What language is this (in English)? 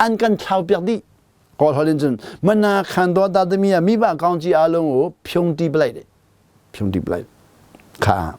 Hakha Chin